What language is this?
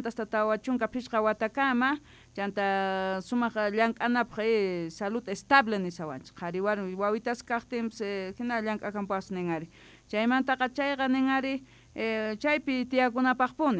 South Bolivian Quechua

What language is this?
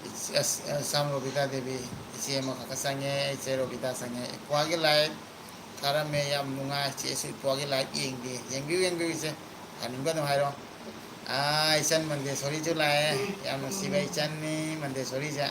Manipuri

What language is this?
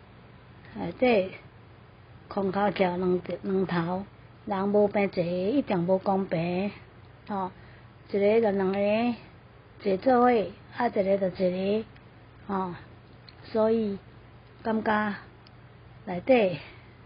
Min Nan Chinese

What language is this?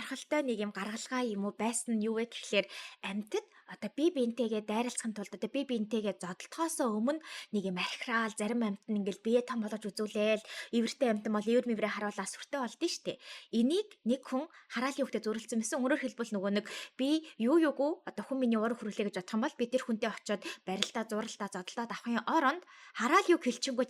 Mongolian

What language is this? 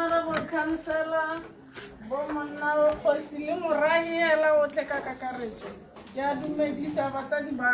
Tswana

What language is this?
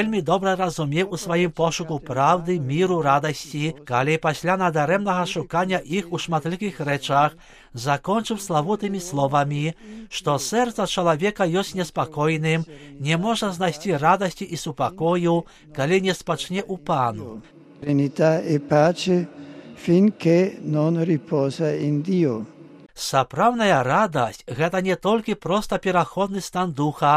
Belarusian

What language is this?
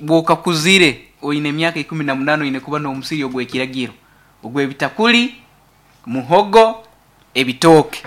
Nyankole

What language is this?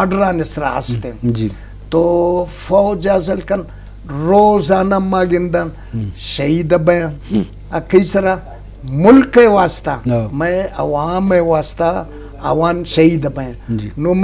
Eastern Balochi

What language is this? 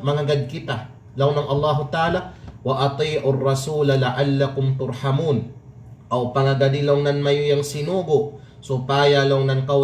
Kalagan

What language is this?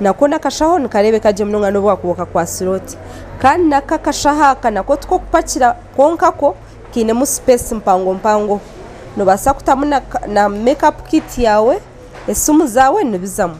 Nyankole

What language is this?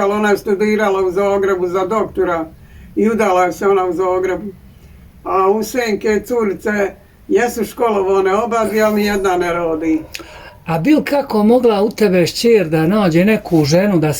Bosnian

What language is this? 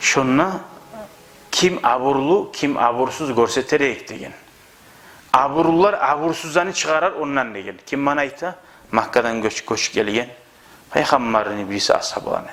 Kumyk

